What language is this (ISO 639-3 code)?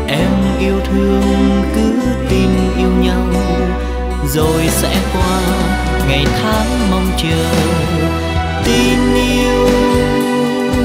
vie